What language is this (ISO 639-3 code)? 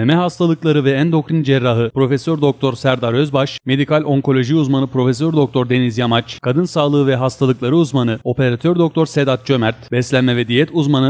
tur